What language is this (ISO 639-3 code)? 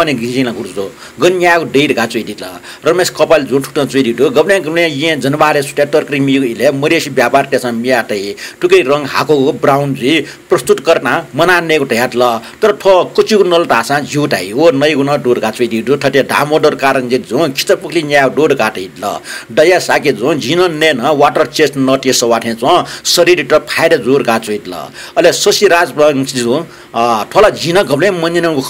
new